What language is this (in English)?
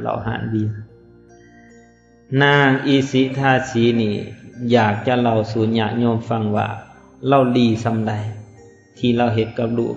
Lao